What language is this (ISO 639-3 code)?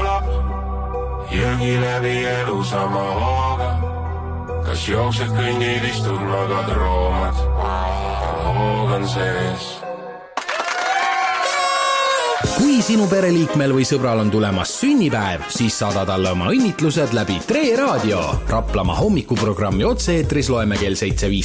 est